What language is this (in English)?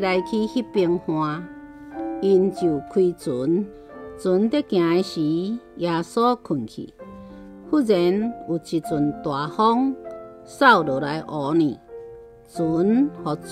Min Nan Chinese